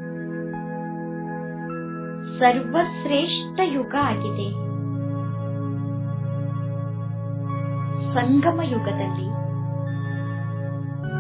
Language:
Kannada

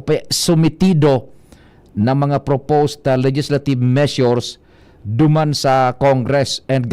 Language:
Bikol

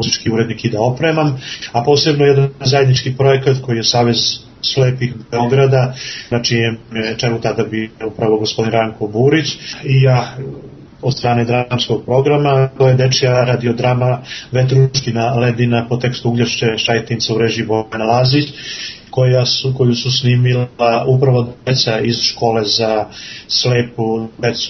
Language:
Serbian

